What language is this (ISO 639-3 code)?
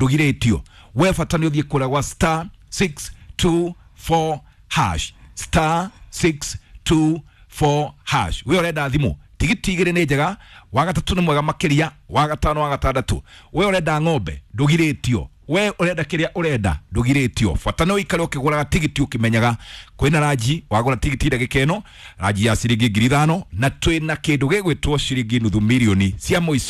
kik